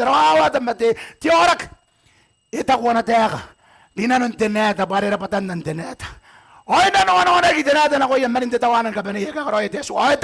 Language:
Gilbertese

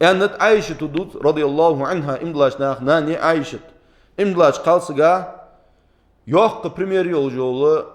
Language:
Ingush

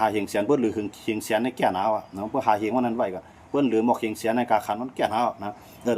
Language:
Shan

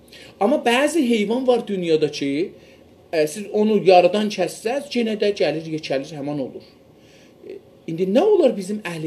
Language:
South Azerbaijani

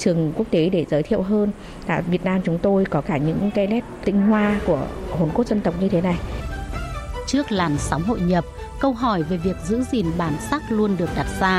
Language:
Vietnamese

